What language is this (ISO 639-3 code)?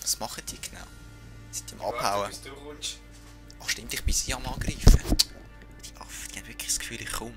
gsw